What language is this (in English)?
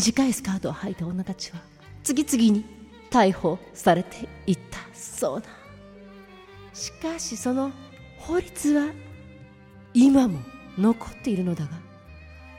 Japanese